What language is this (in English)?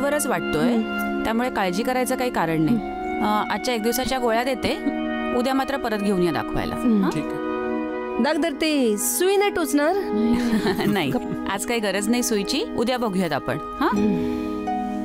Marathi